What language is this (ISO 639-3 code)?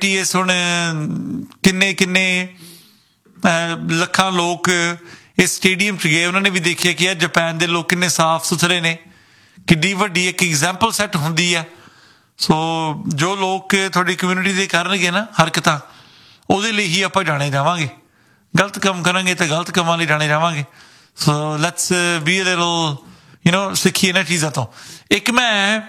pan